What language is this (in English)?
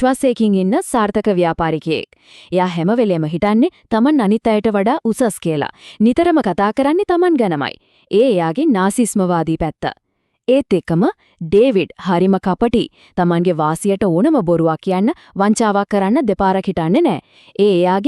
Sinhala